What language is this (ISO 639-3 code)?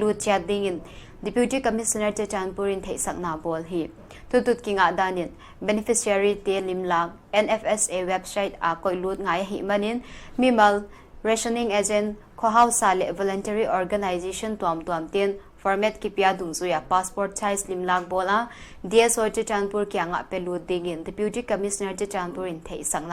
pck